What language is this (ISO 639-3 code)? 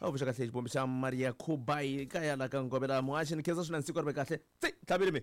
tso